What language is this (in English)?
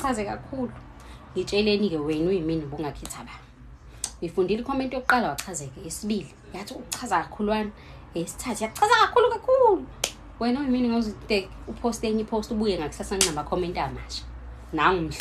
Zulu